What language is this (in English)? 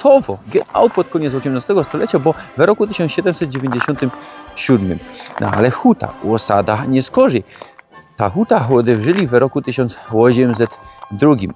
Silesian